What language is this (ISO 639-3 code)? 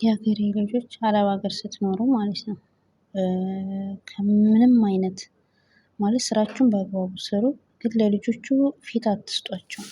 amh